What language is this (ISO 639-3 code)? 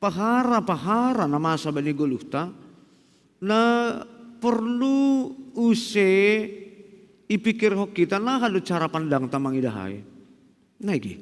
bts